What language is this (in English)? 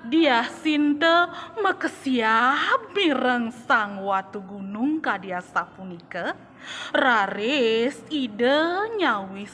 Balinese